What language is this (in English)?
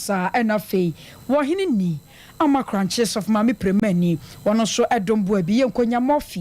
Akan